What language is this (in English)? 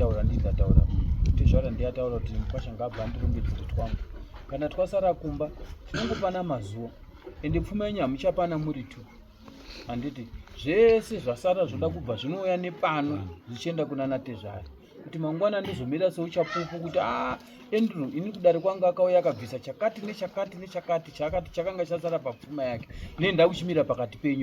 Shona